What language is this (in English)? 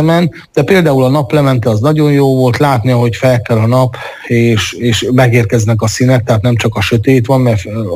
Hungarian